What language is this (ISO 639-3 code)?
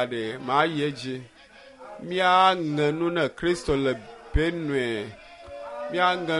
ewe